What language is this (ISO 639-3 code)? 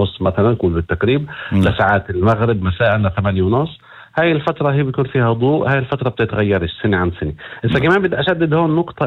apc